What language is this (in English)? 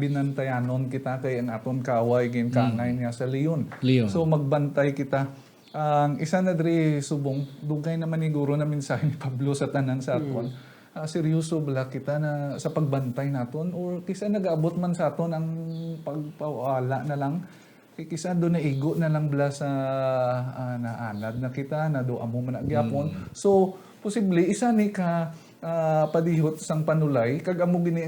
Hiligaynon